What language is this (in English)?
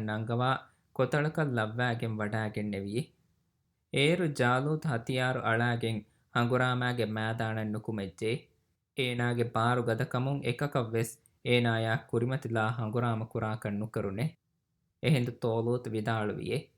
Divehi